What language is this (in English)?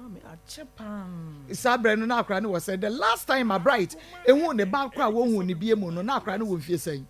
Akan